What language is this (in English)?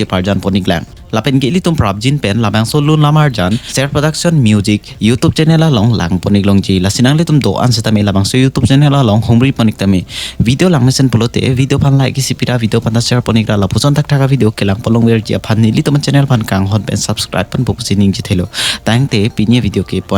Karbi